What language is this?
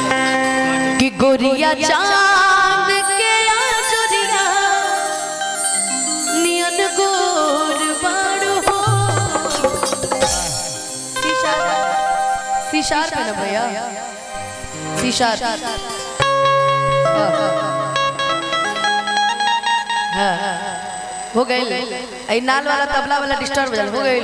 Bhojpuri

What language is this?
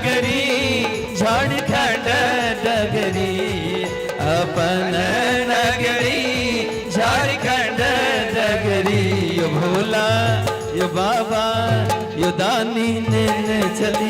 Maithili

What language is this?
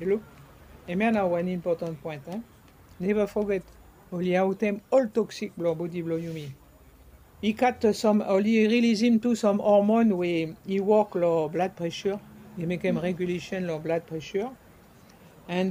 Bislama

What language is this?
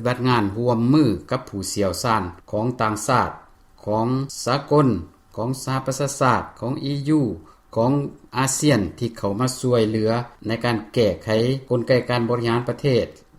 Lao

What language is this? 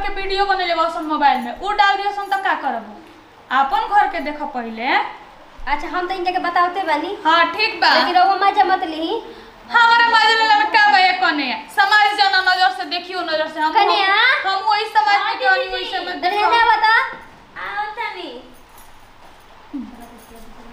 Bhojpuri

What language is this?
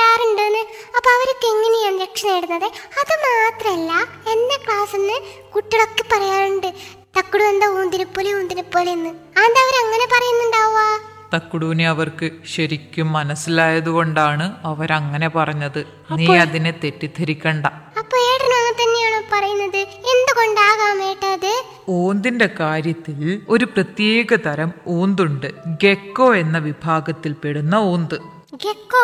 Malayalam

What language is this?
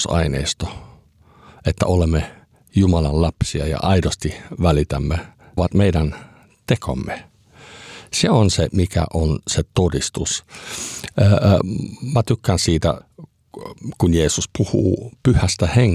Finnish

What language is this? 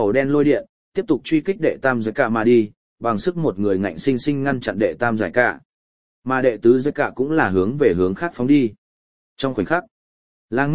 Vietnamese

